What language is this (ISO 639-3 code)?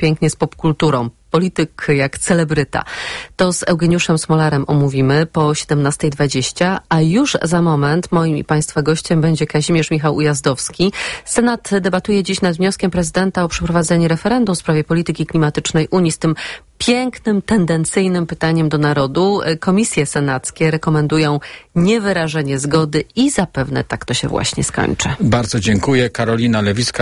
pol